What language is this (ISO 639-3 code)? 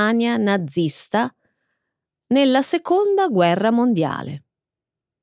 ita